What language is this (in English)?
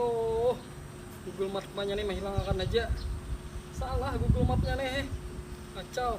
Banjar